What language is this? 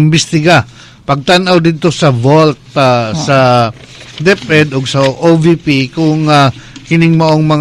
Cebuano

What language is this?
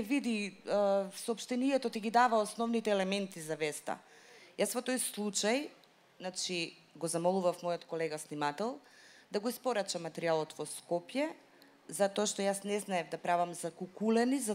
Macedonian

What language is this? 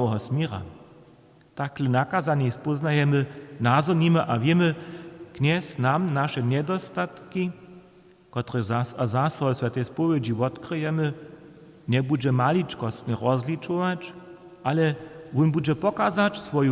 Upper Sorbian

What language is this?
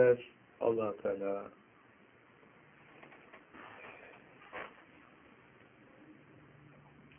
Turkish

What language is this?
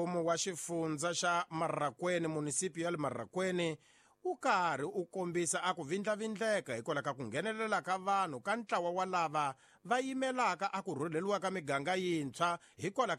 Tsonga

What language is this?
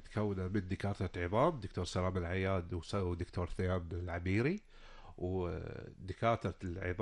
Gulf Arabic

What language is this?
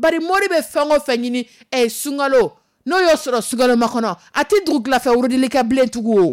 Dyula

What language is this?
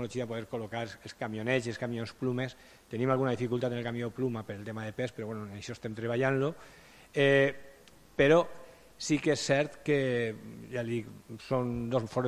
Catalan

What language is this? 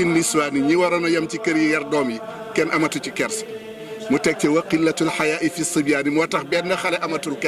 Wolof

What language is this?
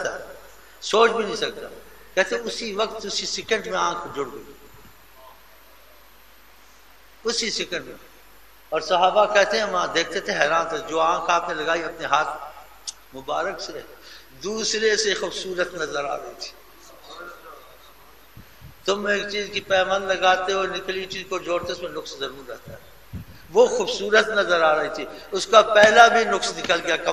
Urdu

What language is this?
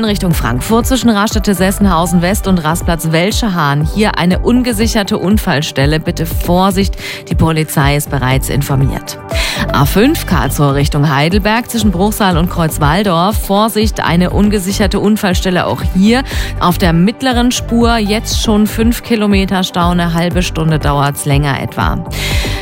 German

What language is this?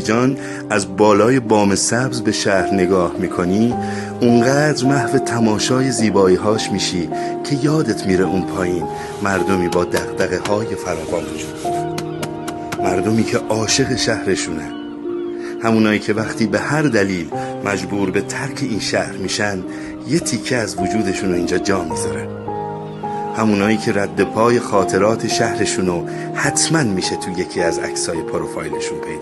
Gilaki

